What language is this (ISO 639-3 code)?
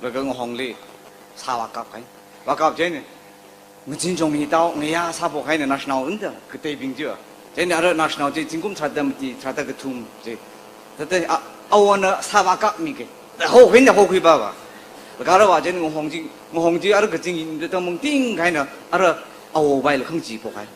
nmf